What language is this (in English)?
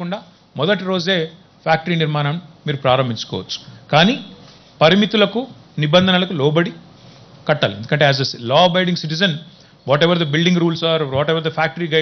Telugu